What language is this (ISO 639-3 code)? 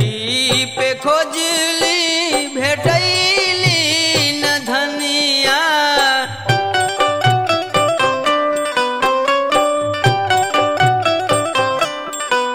bho